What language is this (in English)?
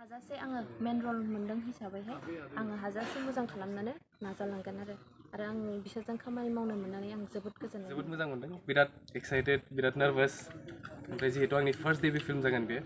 Bodo